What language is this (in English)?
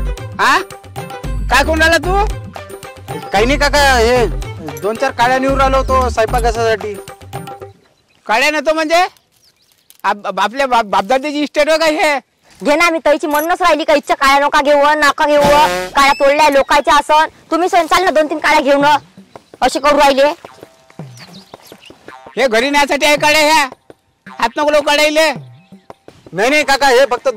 Marathi